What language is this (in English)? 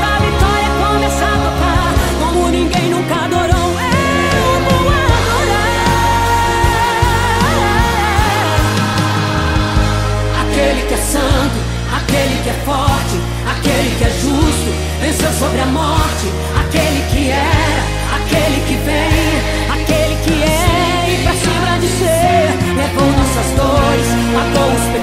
Portuguese